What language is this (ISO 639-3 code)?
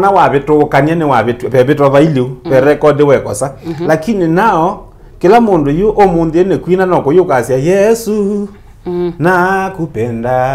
kam